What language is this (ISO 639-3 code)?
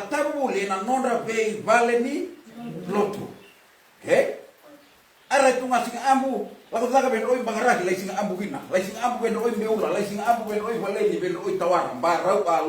fij